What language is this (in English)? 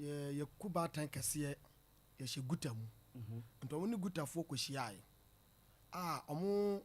Akan